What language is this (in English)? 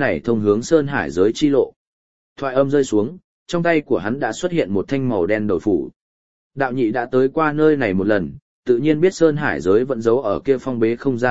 Vietnamese